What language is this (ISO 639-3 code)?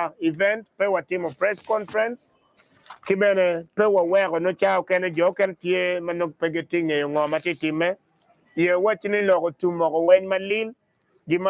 ach